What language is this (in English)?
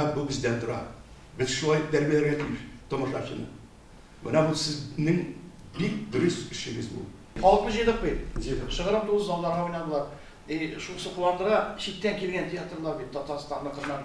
Tatar